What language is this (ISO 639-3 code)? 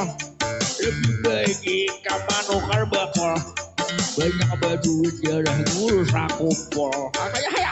bjn